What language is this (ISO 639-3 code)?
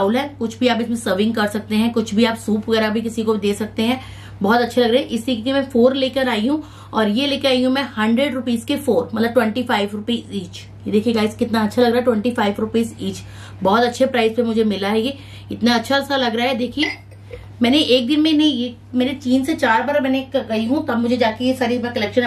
hin